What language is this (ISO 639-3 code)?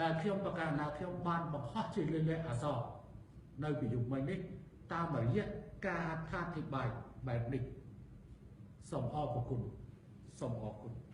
khm